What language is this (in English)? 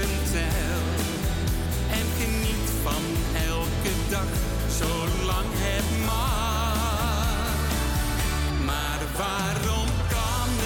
Dutch